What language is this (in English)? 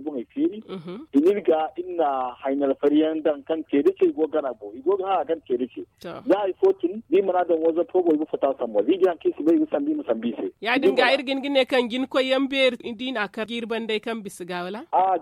Zarma